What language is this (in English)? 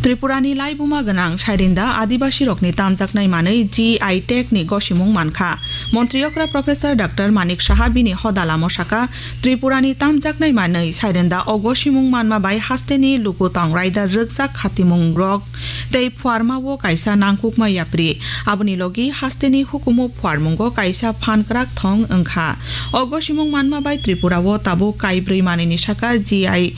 Kok Borok